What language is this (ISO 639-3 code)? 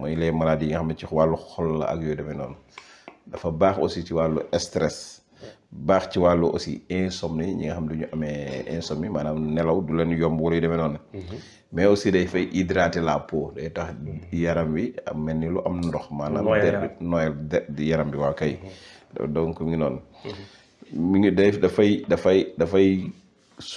wol